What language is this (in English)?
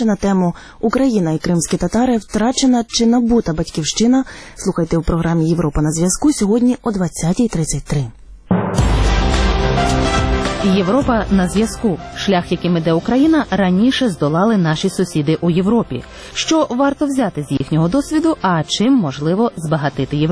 Ukrainian